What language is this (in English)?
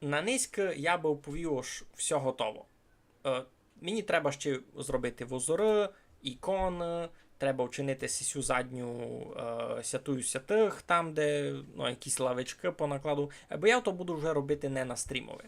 Rusyn